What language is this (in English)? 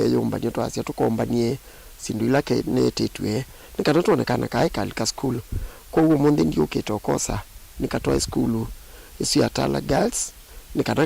Kamba